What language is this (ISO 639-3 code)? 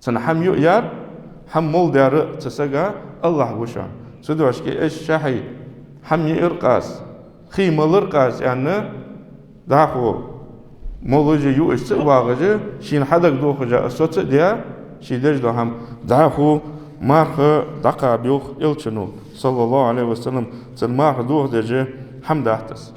inh